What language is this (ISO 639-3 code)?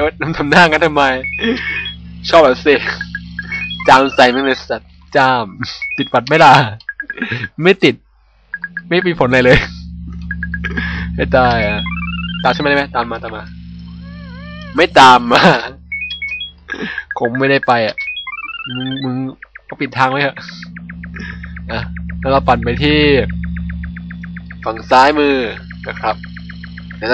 tha